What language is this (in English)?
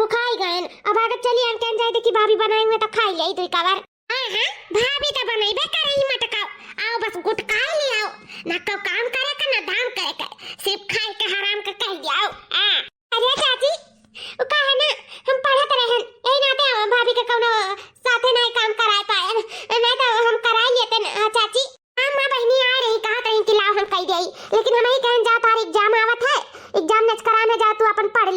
Awadhi